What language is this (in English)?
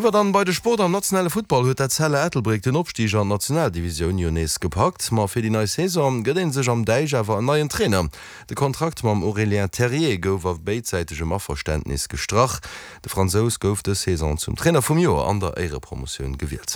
Luxembourgish